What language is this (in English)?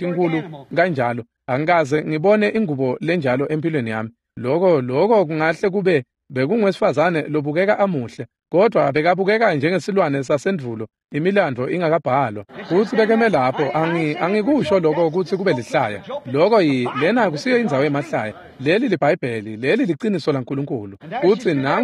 Swati